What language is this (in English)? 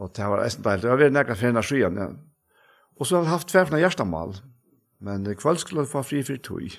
Faroese